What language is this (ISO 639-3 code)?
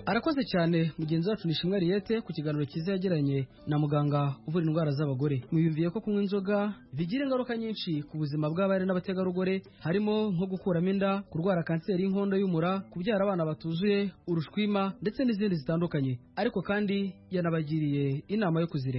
kin